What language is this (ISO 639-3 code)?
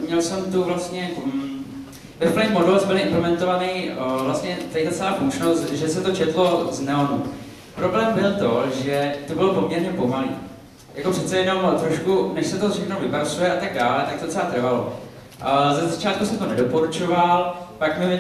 ces